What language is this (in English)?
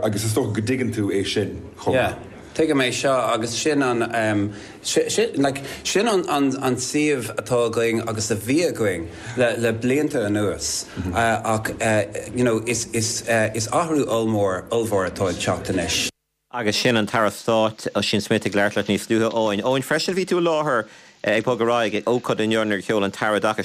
Irish